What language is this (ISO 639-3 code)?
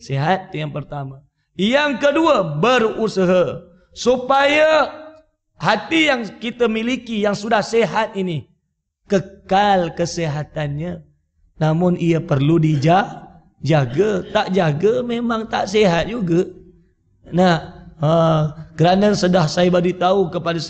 msa